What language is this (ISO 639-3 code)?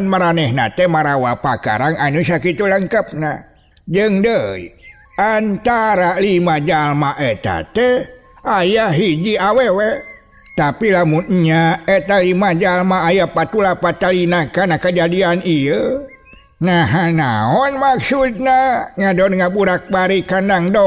sun